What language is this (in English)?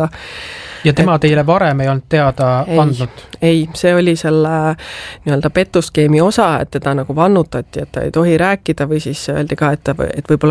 Estonian